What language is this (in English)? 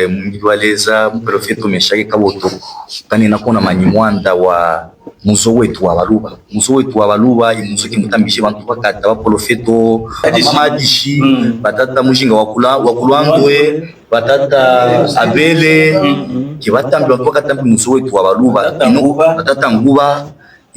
Luba-Katanga